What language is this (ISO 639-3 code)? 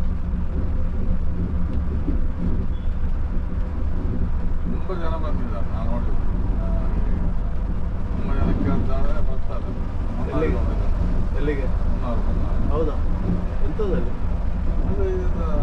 kan